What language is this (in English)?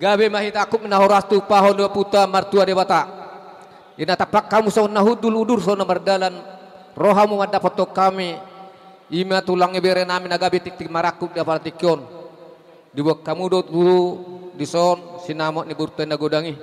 Batak Toba